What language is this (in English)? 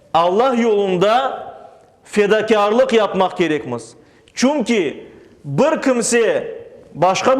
Crimean Tatar